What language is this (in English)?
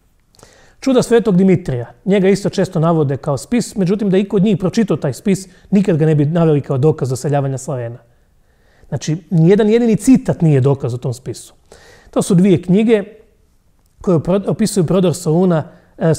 Croatian